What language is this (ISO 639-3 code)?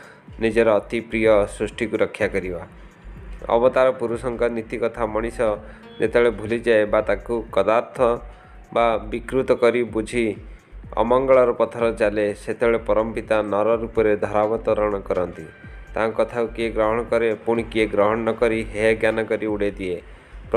ori